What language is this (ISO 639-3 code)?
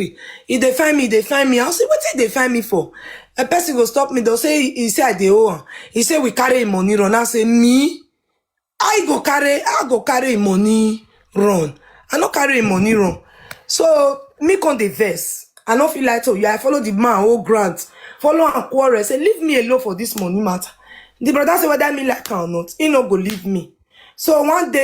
pcm